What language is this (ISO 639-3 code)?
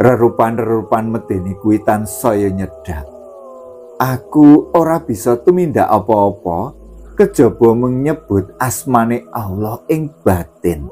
jav